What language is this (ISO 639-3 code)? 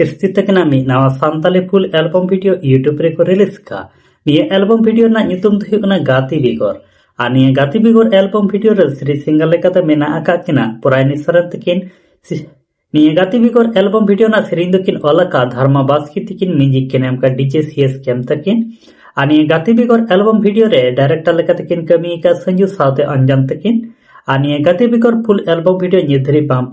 sat